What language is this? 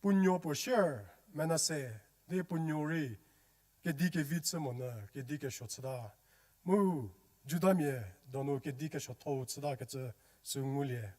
Angami Naga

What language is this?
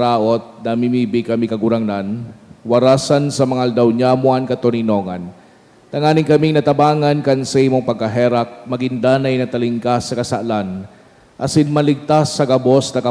Bikol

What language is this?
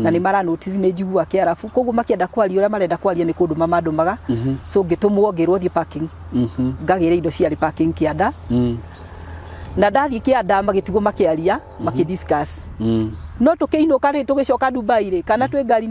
Kikuyu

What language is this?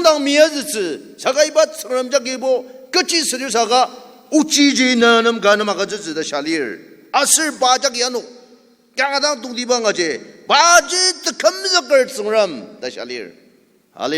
Ao Naga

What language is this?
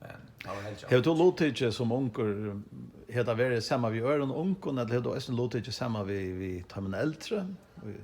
Faroese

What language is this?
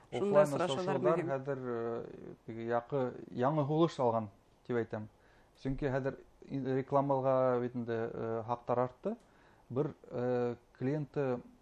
Bashkir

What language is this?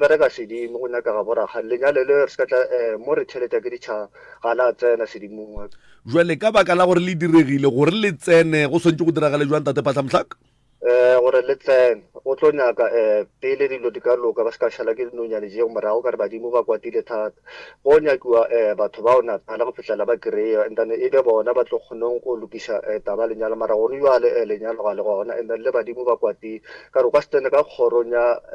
Northern Sotho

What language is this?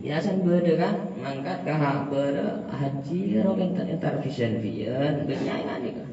Madurese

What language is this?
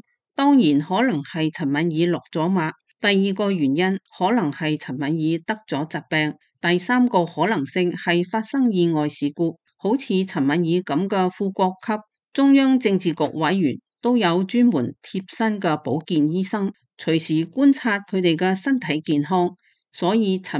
Cantonese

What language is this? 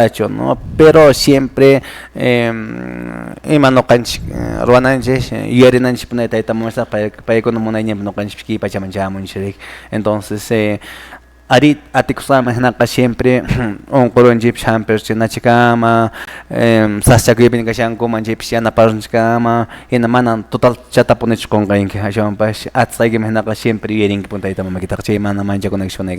Quechua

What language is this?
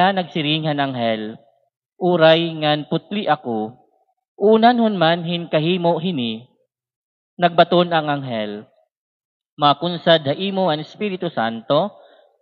Waray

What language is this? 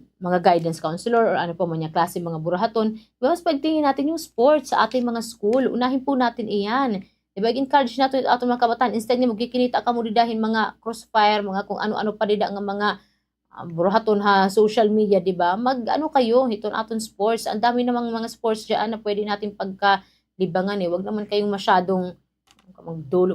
Waray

